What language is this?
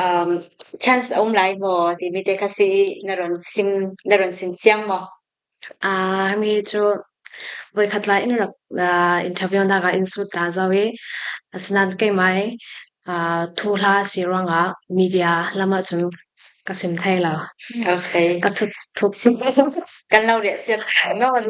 Falam Chin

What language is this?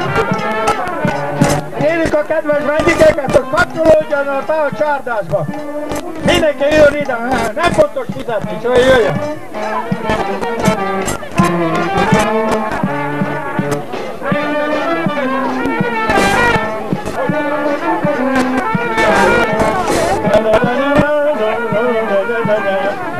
Hungarian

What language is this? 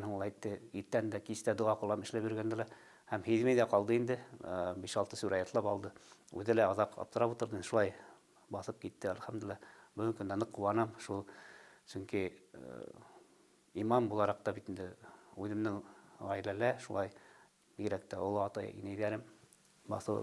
Bashkir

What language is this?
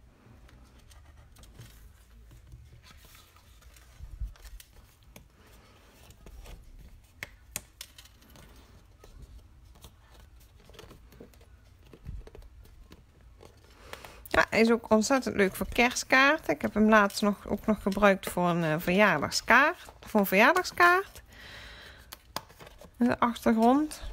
Dutch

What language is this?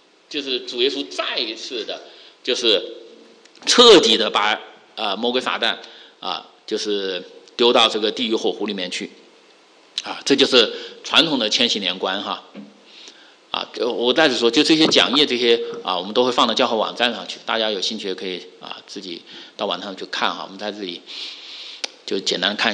Chinese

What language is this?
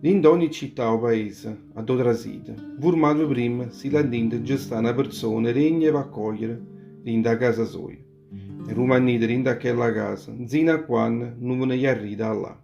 Neapolitan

